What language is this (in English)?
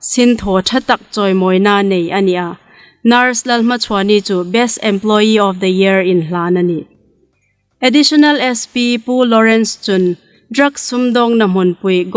Hmar